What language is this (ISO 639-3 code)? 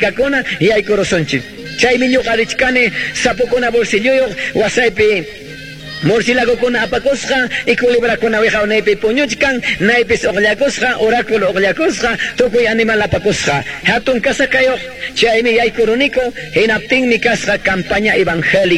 que